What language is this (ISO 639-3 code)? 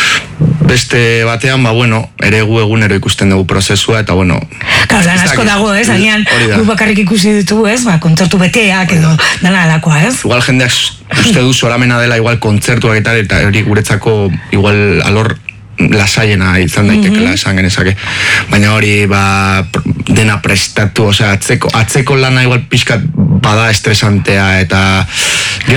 eus